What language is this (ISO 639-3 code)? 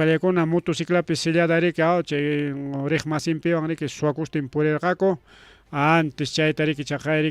quy